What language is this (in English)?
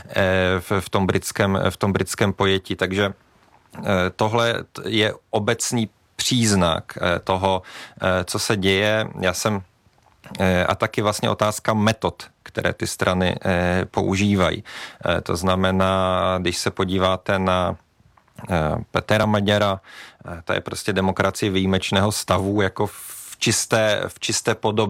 Czech